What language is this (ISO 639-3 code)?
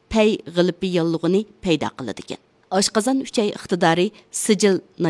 uig